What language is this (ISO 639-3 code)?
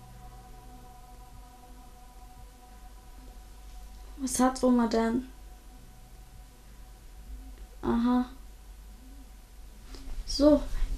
deu